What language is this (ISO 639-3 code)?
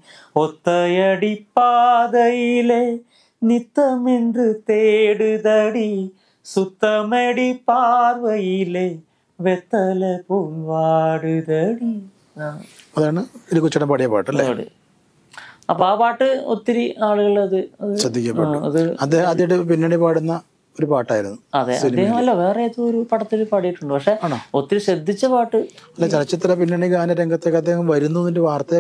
mal